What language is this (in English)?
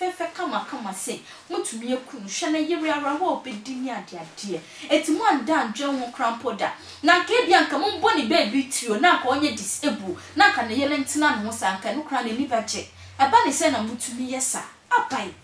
Akan